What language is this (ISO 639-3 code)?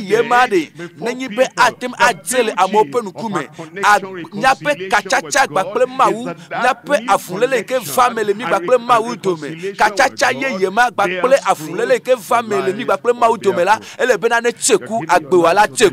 ewe